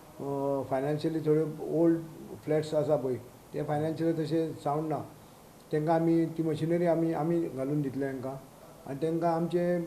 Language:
Konkani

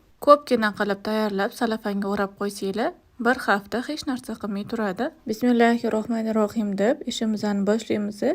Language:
Uzbek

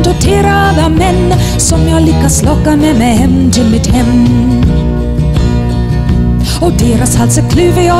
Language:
Swedish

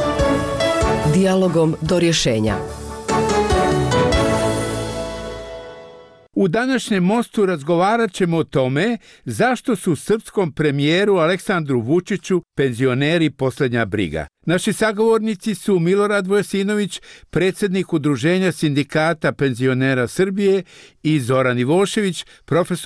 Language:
Serbian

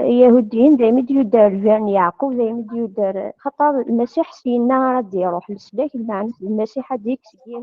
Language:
Kabyle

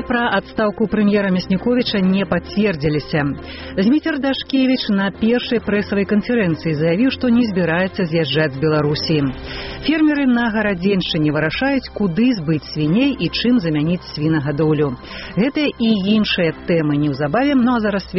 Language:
Belarusian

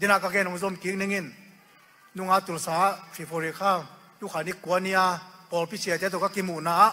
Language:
Tedim Chin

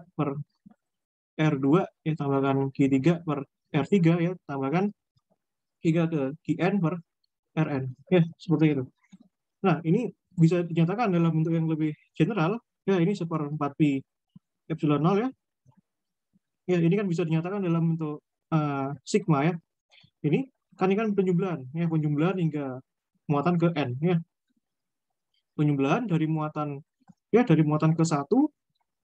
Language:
Indonesian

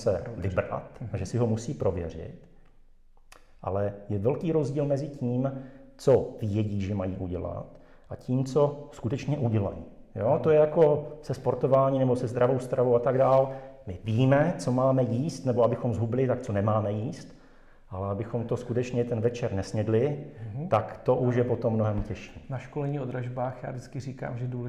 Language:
Czech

